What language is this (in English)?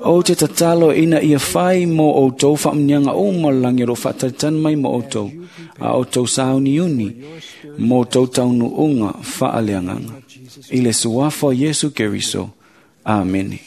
Samoan